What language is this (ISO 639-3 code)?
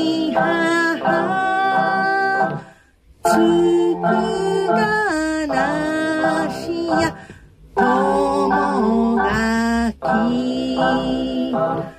jpn